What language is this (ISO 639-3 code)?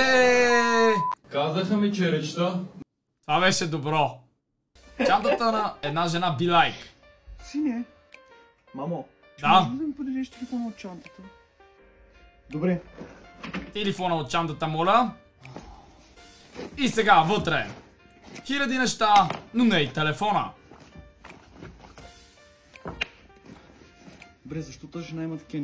bul